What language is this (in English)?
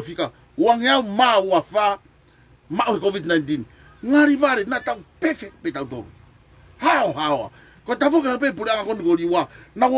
Tongan